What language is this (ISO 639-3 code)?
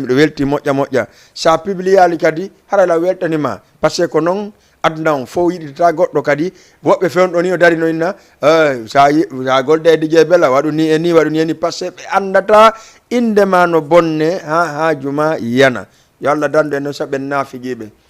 ful